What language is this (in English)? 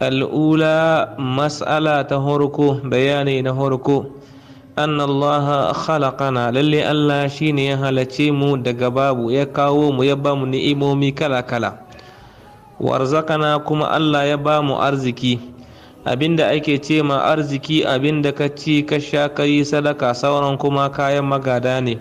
Hausa